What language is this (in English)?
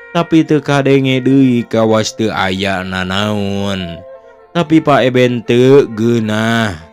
Sundanese